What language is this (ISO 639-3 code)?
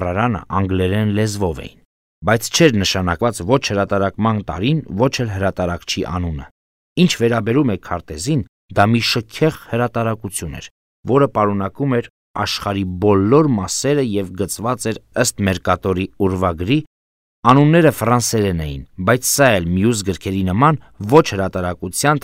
hye